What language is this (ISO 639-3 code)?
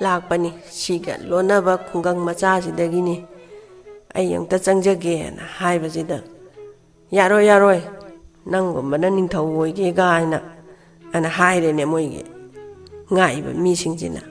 mni